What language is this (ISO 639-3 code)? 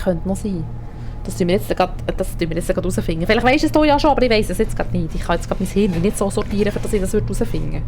gsw